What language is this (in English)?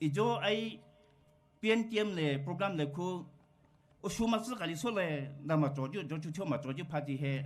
Poumei Naga